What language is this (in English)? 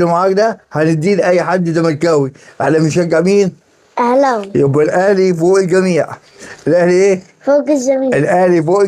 Egyptian Arabic